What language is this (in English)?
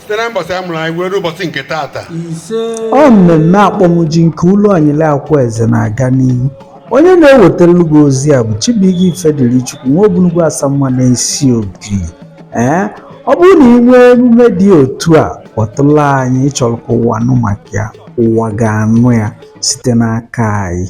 Igbo